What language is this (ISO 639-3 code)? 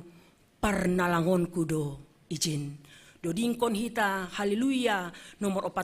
bts